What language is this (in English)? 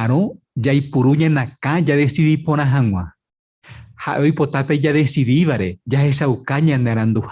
Guarani